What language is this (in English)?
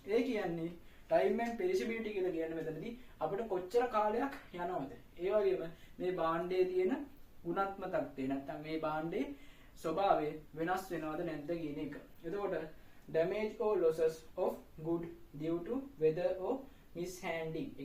Sinhala